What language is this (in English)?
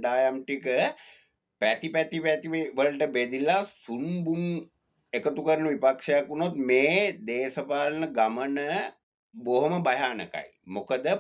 Sinhala